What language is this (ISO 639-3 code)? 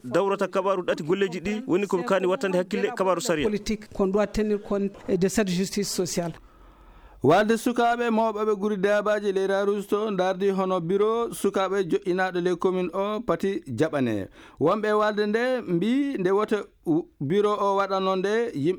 ful